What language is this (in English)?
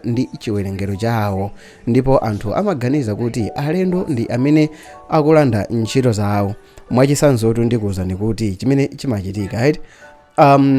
Nyanja